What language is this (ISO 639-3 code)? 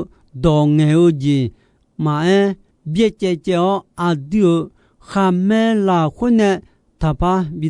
ahk